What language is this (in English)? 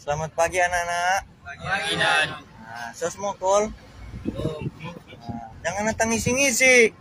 Manado Malay